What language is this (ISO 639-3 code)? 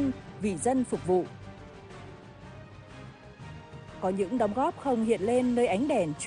vie